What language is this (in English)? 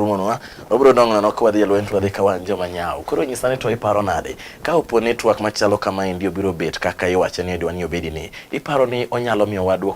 Luo (Kenya and Tanzania)